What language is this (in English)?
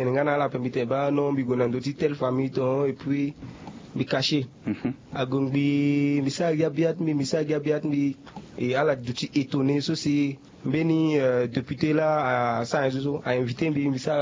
Sango